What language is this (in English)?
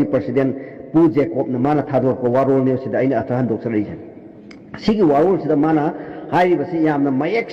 Manipuri